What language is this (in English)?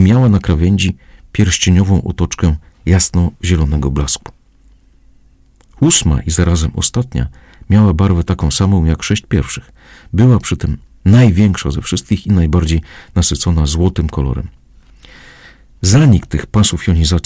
Polish